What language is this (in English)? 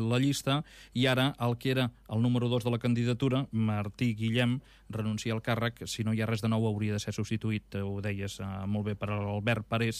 Catalan